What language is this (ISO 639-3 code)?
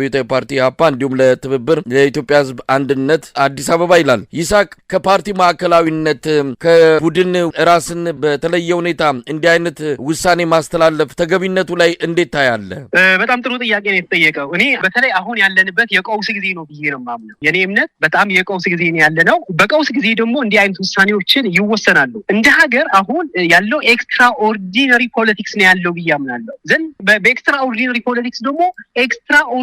amh